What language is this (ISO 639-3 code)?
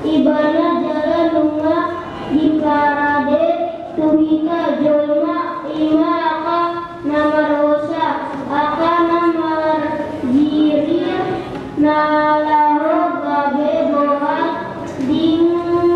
bbc